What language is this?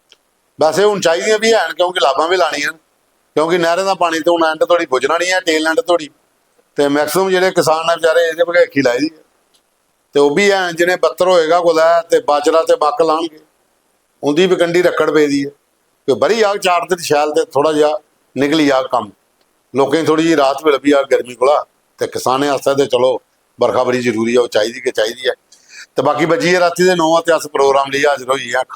Dogri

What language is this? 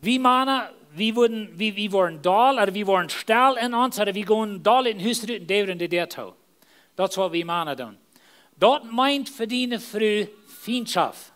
Plautdietsch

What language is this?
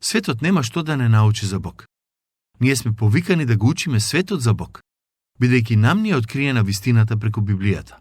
Macedonian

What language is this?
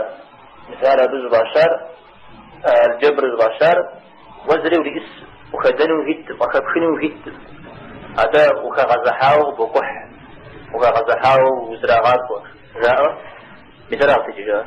Kabardian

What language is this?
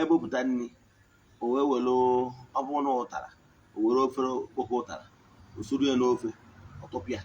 Igbo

